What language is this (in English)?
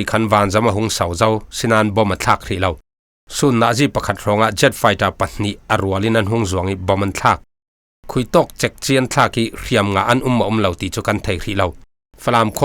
Falam Chin